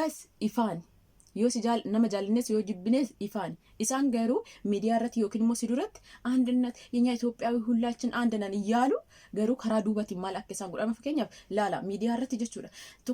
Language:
Oromo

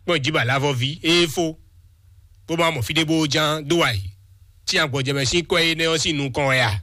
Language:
Fon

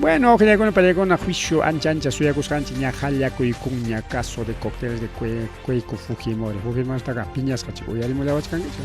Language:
Ayacucho Quechua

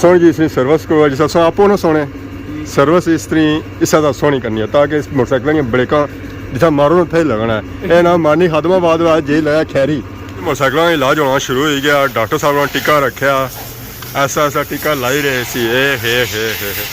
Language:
Pahari-Potwari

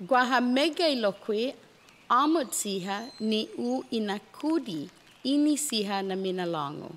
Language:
Chamorro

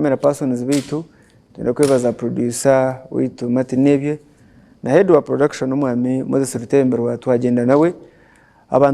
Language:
Nyankole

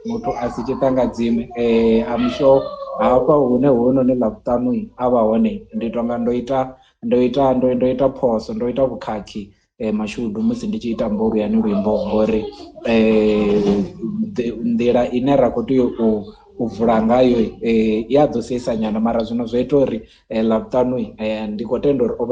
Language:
Venda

